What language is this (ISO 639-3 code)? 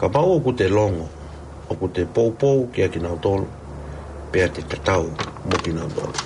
ton